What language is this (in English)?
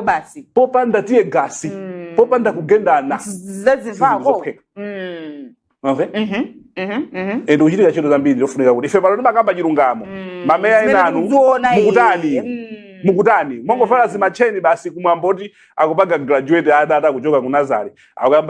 Nyanja